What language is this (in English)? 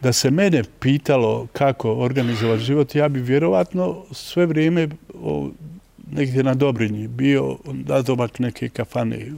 Bosnian